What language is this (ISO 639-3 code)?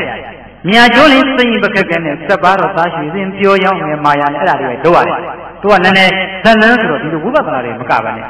mya